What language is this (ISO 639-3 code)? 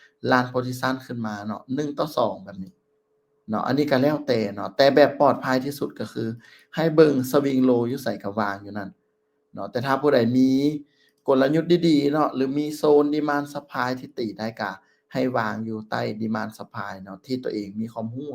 lao